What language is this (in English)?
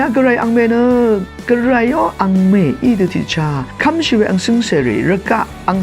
Rawang